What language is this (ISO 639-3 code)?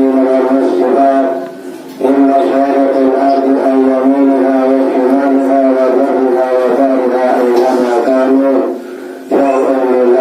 sas